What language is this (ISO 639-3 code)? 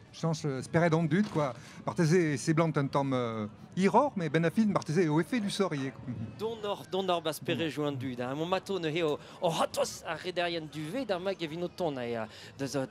bre